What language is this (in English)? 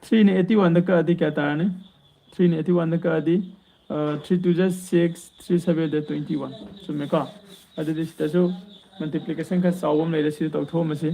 Manipuri